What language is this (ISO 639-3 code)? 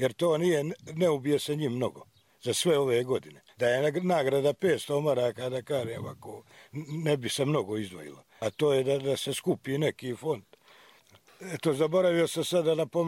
hrv